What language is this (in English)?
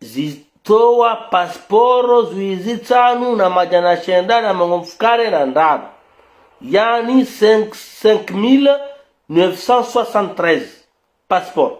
Ngazidja Comorian